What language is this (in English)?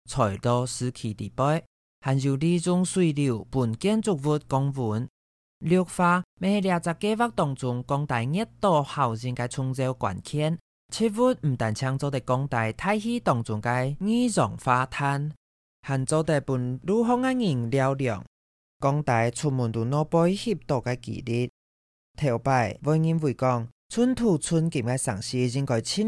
Hakka Chinese